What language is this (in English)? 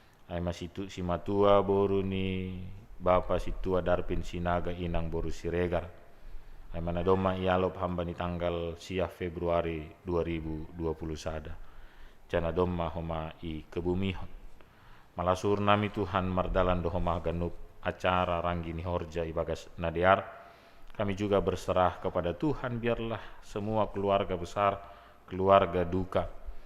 Batak Simalungun